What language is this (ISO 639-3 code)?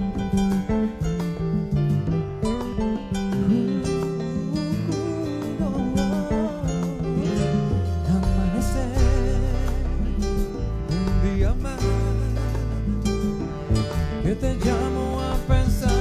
spa